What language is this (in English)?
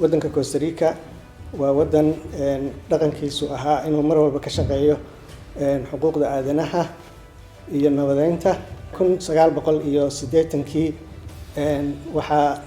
Somali